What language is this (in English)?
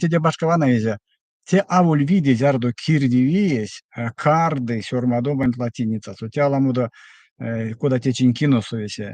Erzya